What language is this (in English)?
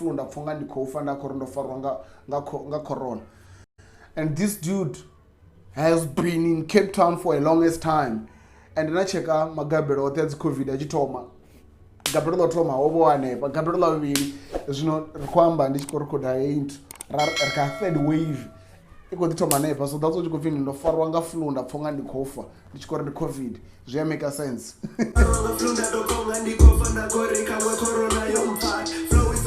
Venda